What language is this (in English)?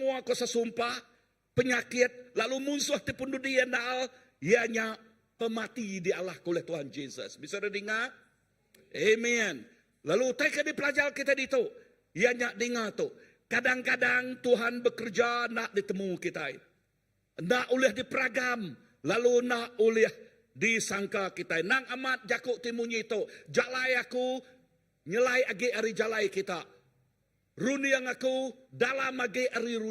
Iban